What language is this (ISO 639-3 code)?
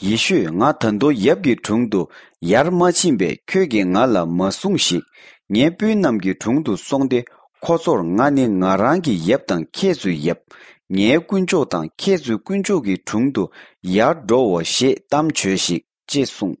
bod